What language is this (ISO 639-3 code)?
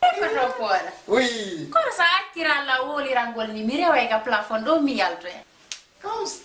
ful